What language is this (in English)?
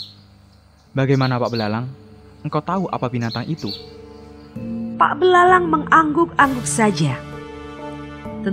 Indonesian